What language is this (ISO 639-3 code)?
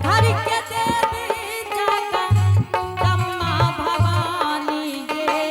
anp